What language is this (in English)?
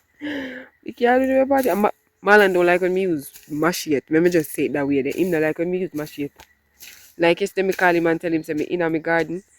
Jamaican Creole English